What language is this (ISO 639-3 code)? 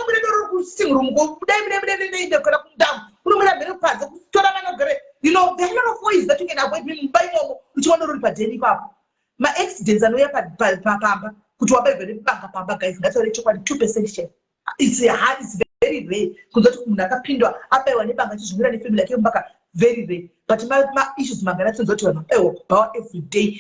sna